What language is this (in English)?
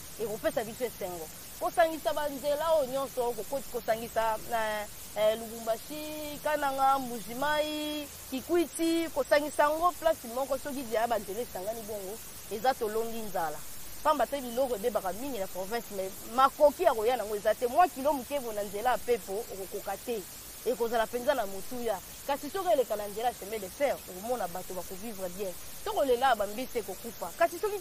Lingala